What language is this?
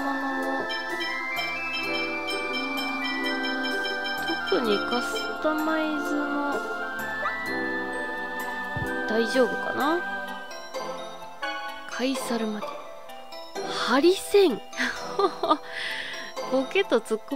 Japanese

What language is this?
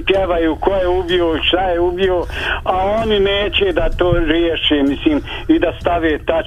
Bosnian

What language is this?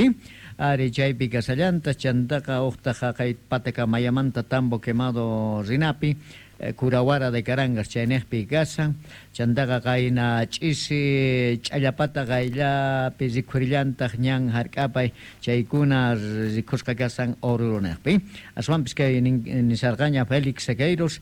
South Bolivian Quechua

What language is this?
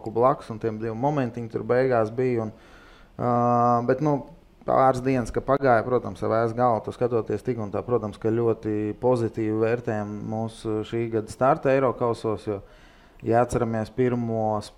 Latvian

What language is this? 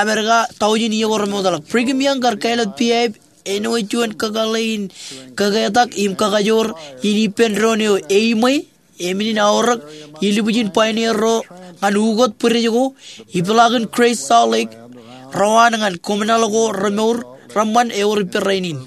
Marshallese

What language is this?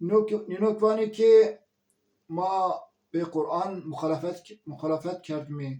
Zaza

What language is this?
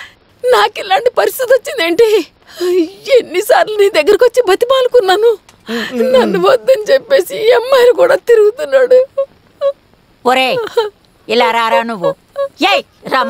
Telugu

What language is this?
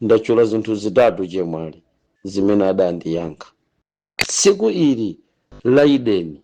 Nyanja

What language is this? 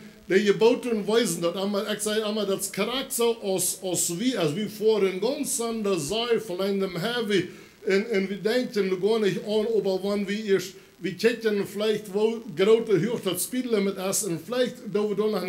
Plautdietsch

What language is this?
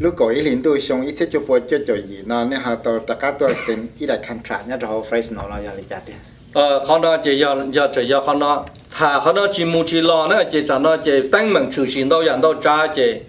Hmong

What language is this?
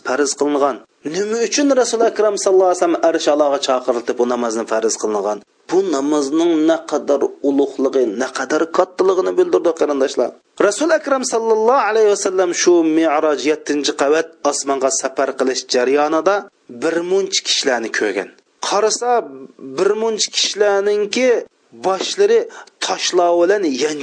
Uyghur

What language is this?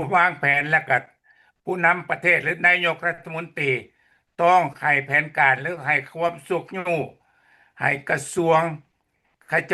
Lao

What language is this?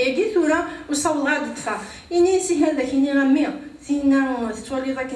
Kabyle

